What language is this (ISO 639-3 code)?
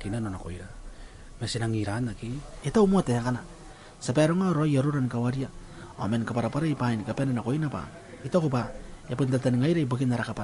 gil